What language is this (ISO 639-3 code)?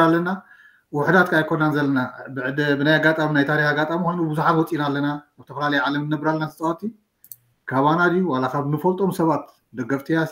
tir